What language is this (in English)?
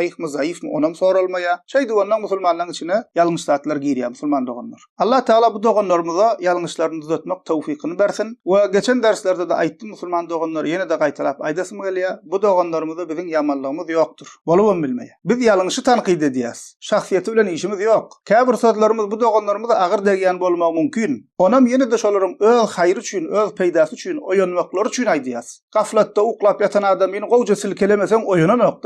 Turkmen